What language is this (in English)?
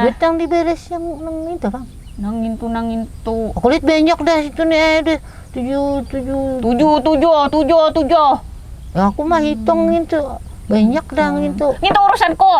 Banjar